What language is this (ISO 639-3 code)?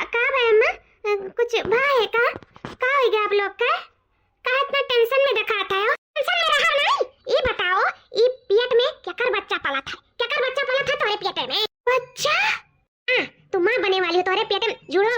awa